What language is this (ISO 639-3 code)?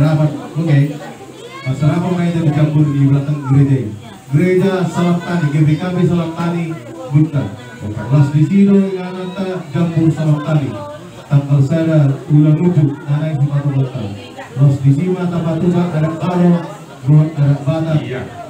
bbc